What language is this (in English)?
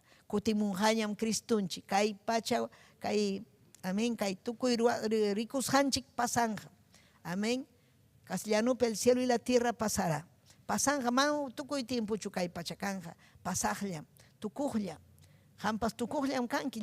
Ayacucho Quechua